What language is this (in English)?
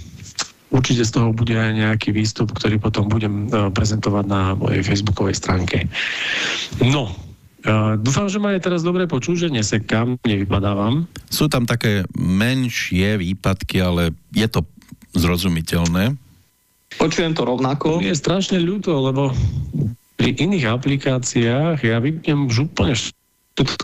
Slovak